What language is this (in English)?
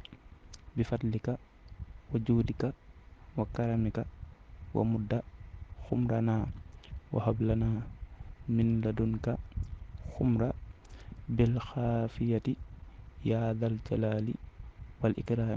Wolof